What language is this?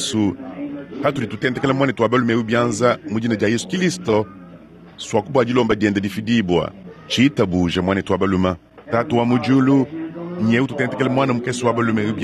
Luba-Lulua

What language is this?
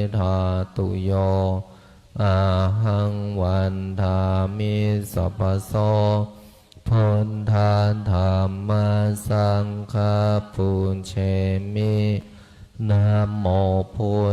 Pali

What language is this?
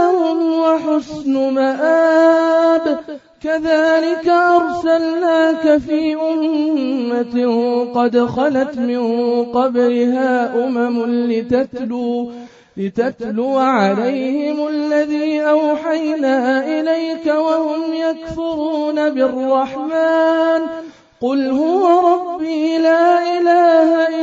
Arabic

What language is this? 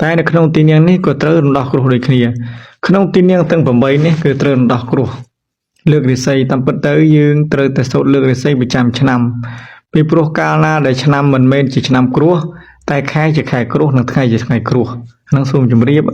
Khmer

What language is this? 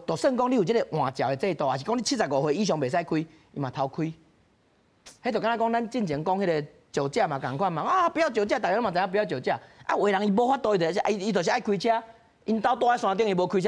Min Nan Chinese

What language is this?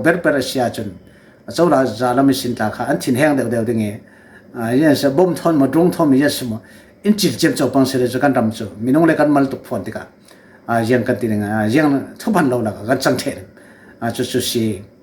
Falam Chin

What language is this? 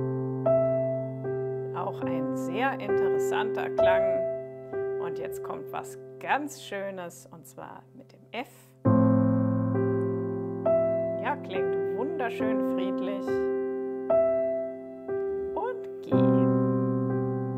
German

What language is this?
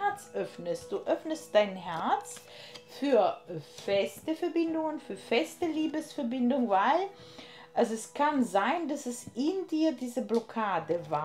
German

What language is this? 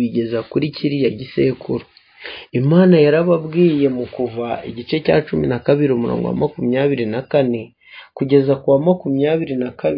Kinyarwanda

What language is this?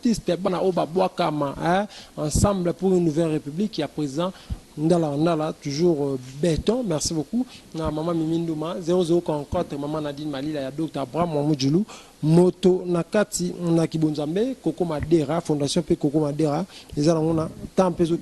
Lingala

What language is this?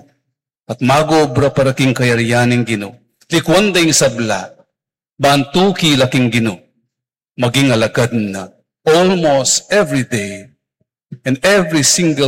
Pampanga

